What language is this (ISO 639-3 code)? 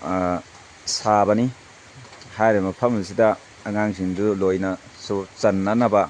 mni